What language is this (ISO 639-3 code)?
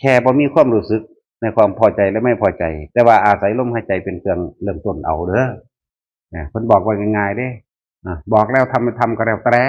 tts